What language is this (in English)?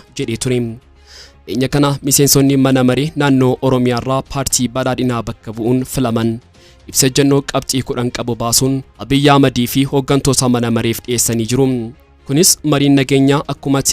Oromo